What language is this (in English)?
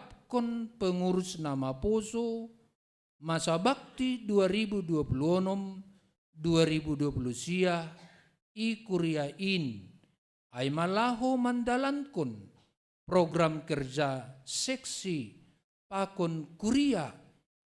Batak Simalungun